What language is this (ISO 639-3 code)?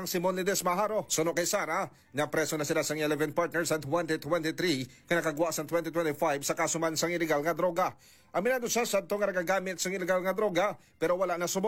hil